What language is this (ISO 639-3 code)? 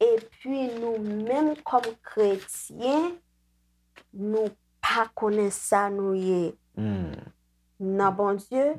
hat